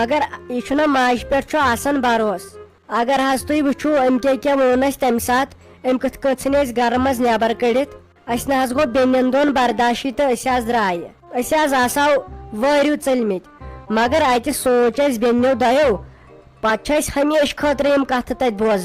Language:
Kashmiri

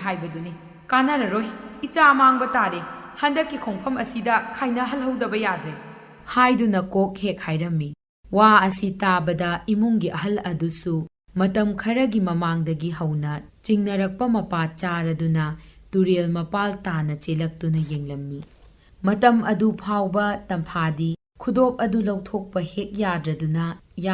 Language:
Manipuri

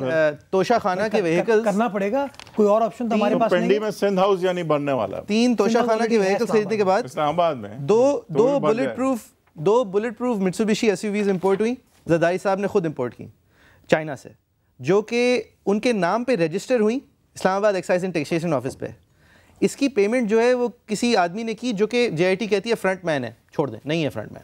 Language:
Urdu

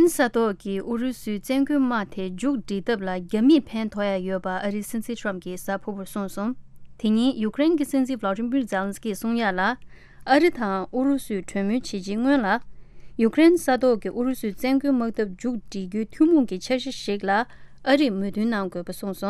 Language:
Tibetan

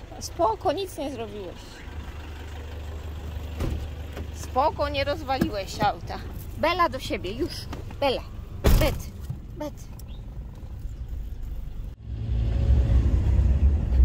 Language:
Polish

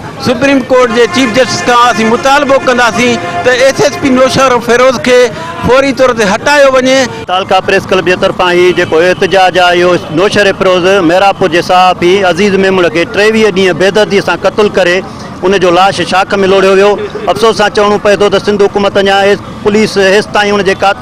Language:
Sindhi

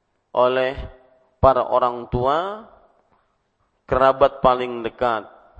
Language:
Indonesian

